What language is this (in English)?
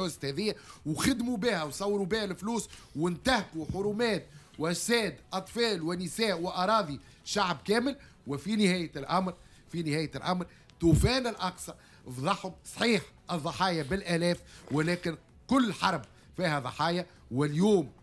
Tunisian Arabic